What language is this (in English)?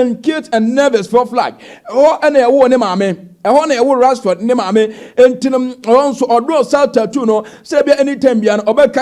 Akan